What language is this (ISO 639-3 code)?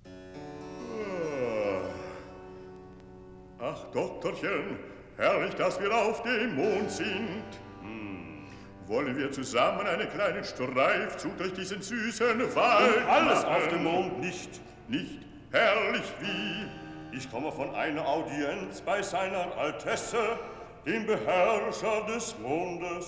deu